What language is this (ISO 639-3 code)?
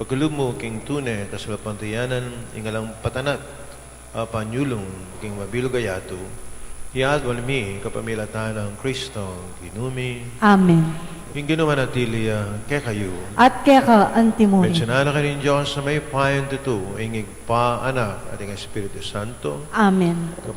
pam